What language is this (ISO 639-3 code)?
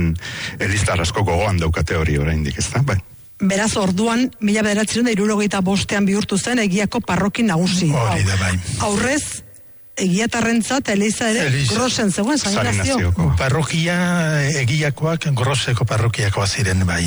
eus